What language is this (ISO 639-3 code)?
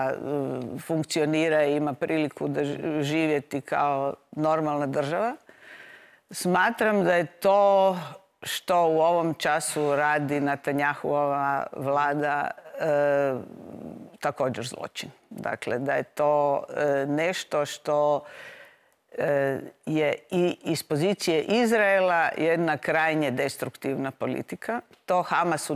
hrv